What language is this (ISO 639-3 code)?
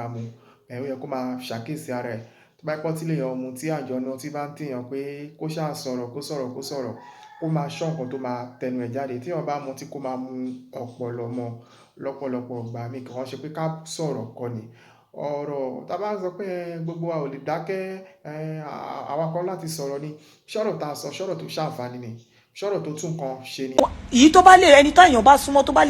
yor